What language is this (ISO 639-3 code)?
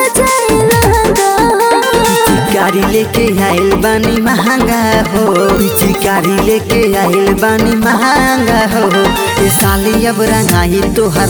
bho